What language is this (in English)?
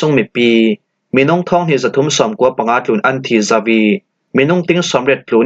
Falam Chin